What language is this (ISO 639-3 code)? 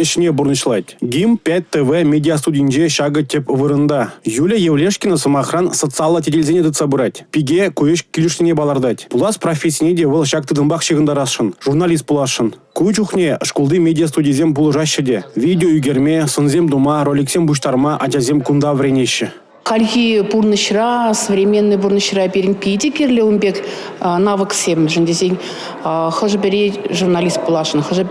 chv